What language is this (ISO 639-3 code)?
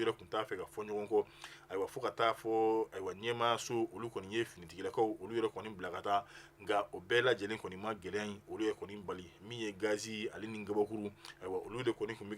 bam